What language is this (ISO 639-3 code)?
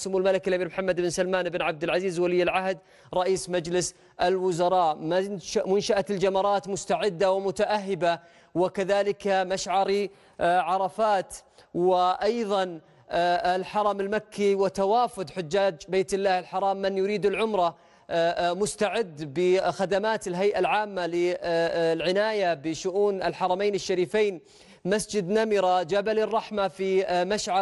ara